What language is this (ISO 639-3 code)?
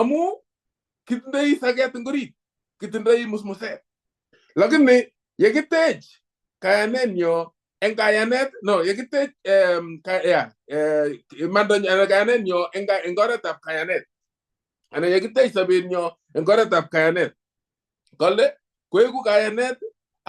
kln